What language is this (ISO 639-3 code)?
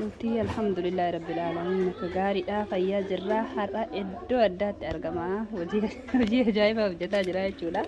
orm